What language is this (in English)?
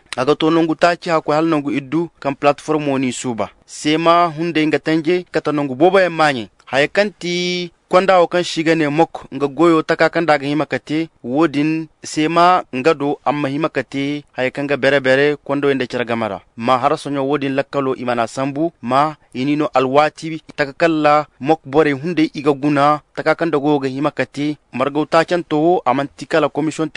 Zarma